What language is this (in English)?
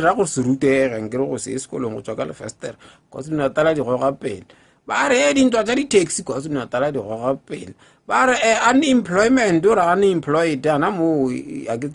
Northern Sotho